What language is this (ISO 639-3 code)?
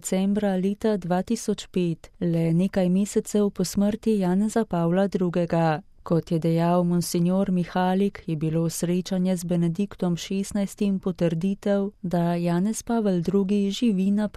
slv